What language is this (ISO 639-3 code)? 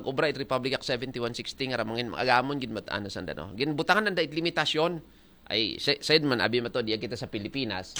akl